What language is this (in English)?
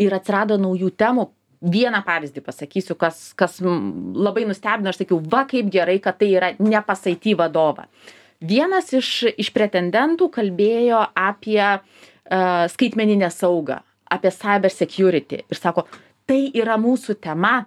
Lithuanian